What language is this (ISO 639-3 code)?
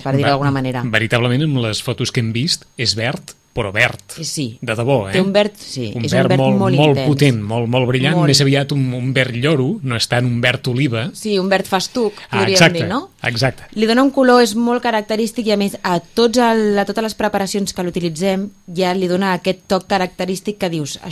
cat